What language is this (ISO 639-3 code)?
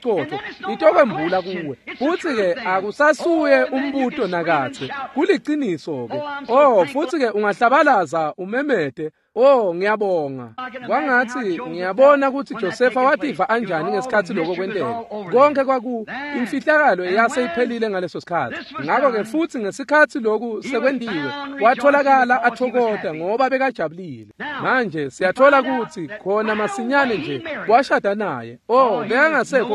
ssw